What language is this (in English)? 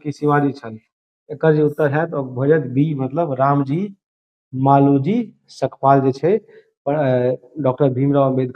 Maithili